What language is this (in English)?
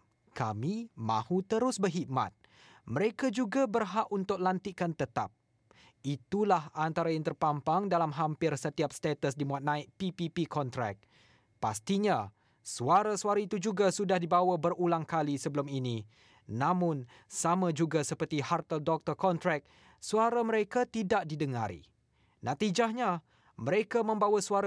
Malay